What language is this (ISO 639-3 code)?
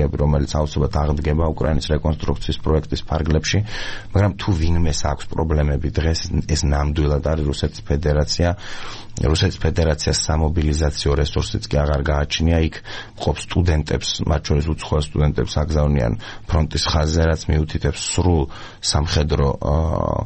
kat